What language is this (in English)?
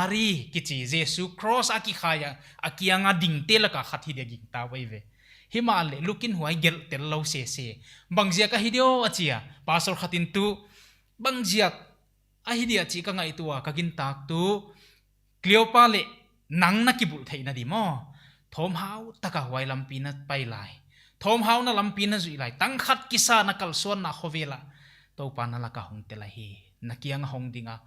Paite Chin